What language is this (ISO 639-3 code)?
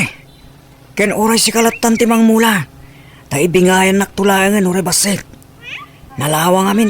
ilo